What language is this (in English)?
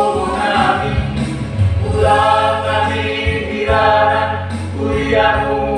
Batak Simalungun